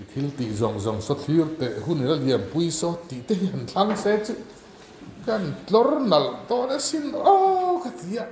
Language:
Mizo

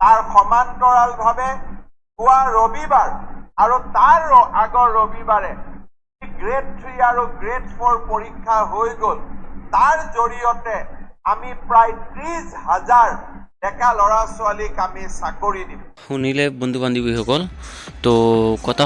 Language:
Assamese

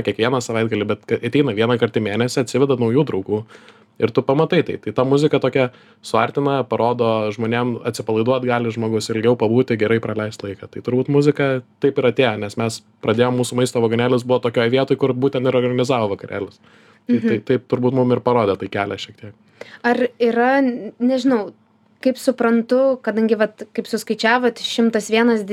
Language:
Lithuanian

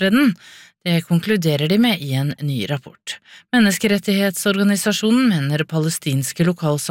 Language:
Norwegian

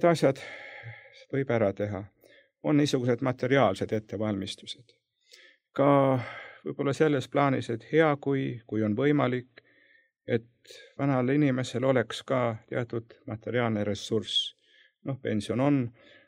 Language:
Estonian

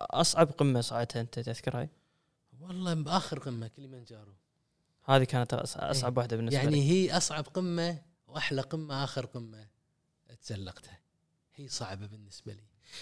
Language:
Gulf Arabic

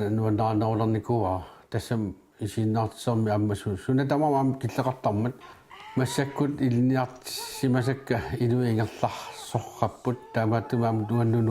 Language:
Kalaallisut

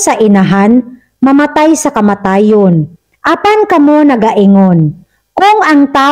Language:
Cebuano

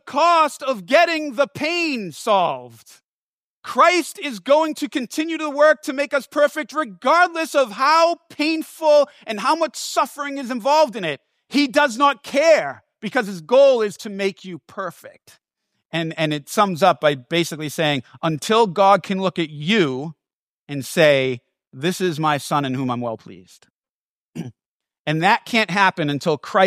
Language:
English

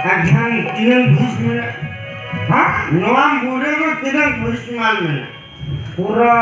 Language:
Santali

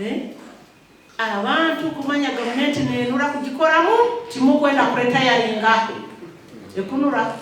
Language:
Nyankole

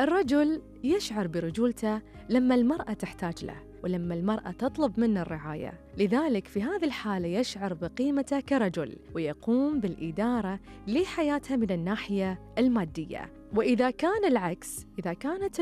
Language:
Gulf Arabic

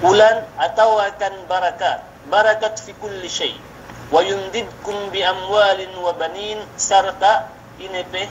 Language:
Yakan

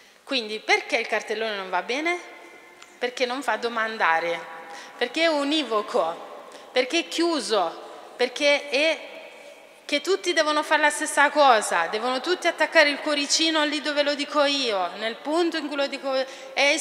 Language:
Italian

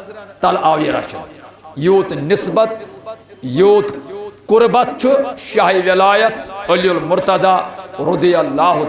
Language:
Kashmiri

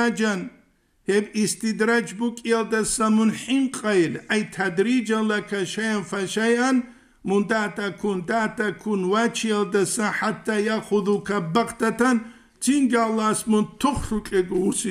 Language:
Avaric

